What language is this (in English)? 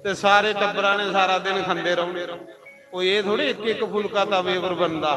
Dogri